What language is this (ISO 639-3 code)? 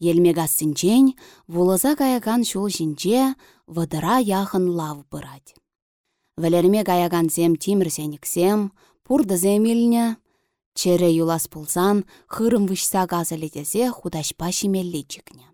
chv